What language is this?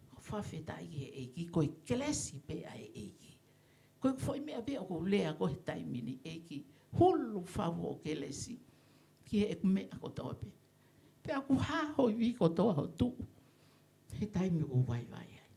Tongan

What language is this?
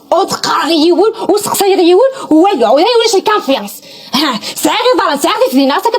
Kabyle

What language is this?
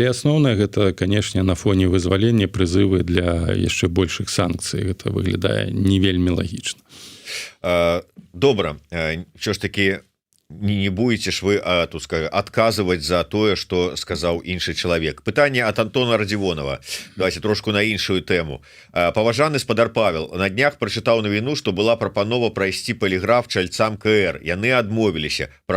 Belarusian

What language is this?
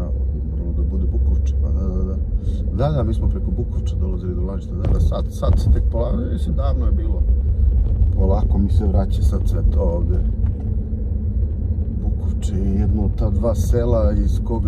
Serbian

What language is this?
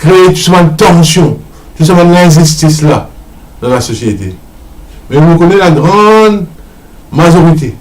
Morisyen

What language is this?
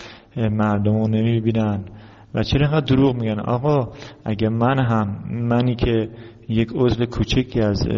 Persian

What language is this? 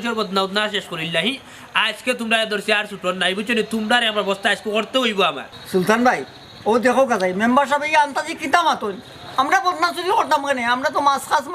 Sylheti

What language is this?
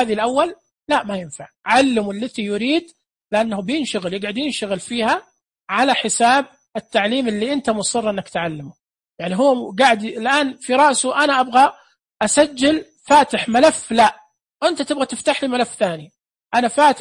Najdi Arabic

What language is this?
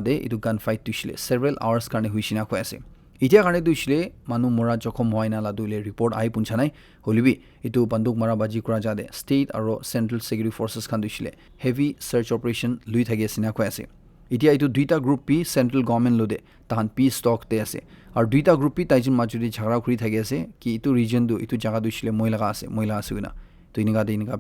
Naga Pidgin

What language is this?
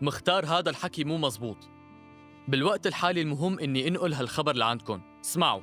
North Levantine Arabic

